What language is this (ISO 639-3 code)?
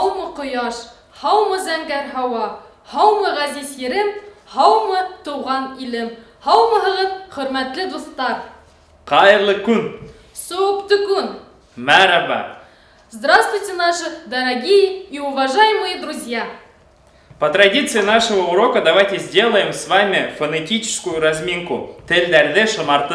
bak